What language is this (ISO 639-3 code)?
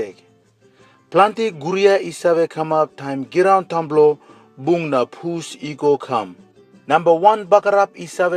tpi